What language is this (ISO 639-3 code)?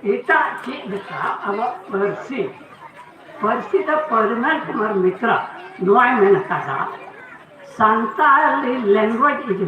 sat